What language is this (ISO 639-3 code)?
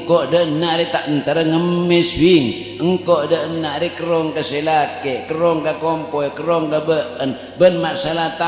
mad